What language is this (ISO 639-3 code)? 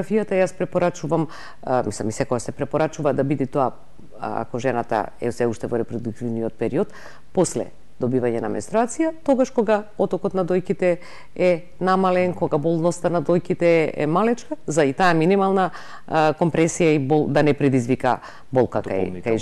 mkd